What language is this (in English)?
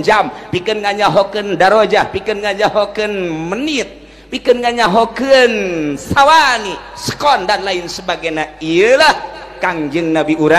Sundanese